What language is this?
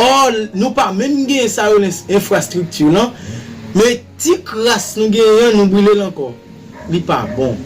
Haitian Creole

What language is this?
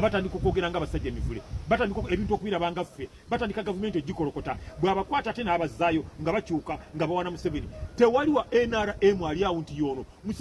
Ganda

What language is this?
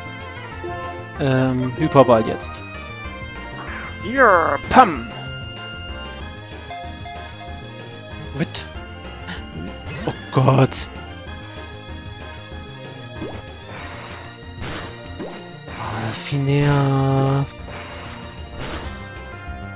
German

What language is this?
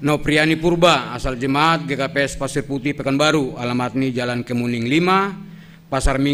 Batak Simalungun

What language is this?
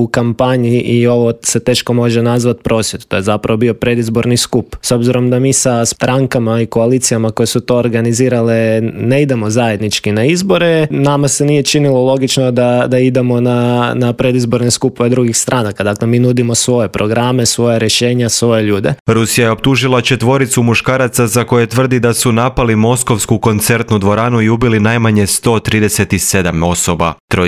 Croatian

